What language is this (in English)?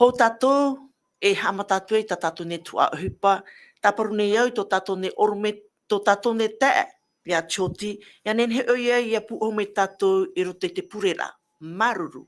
Tahitian